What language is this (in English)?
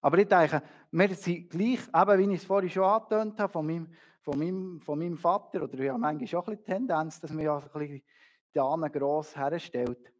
Swiss German